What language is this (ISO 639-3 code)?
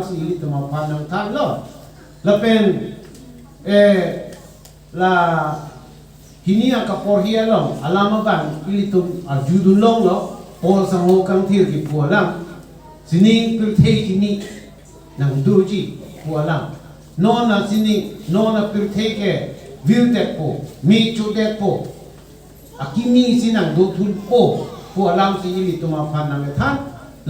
mjw